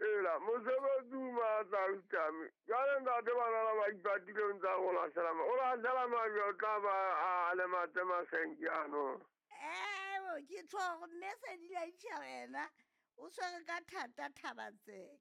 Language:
Southern Sotho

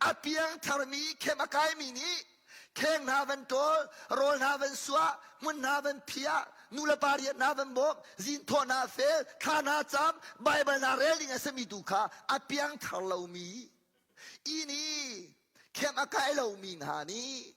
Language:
Hakha Chin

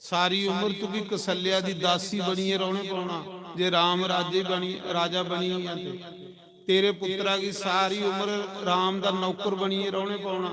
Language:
Dogri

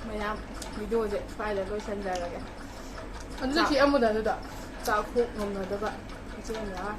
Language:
Manipuri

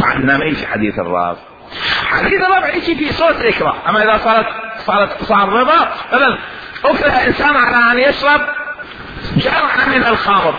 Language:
Mesopotamian Arabic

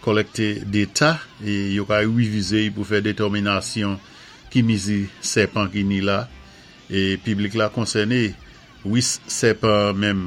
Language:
Saint Lucian Creole French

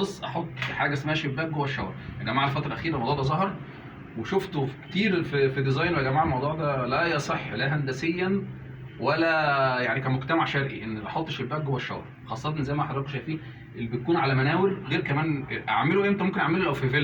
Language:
Egyptian Arabic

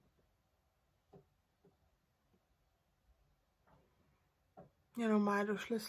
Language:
Czech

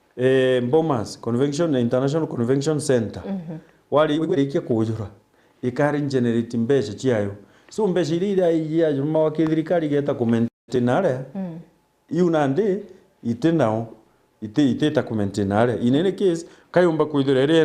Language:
Meru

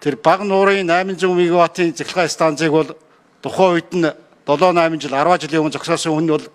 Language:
Mongolian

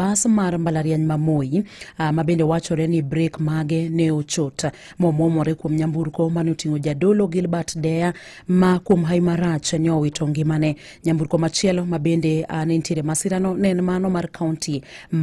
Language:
Luo (Kenya and Tanzania)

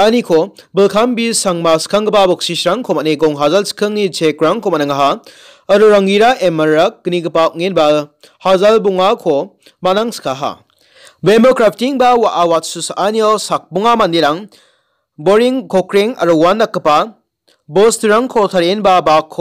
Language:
Garo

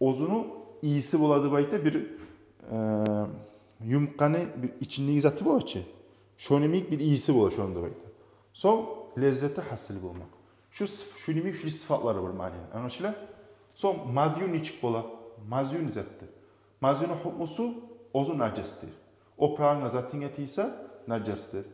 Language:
Kumyk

